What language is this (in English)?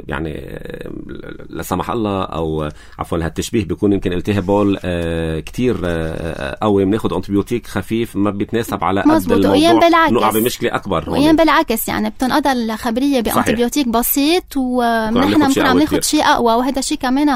North Levantine Arabic